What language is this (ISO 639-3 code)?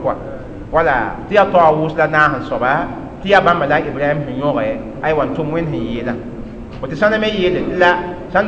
mos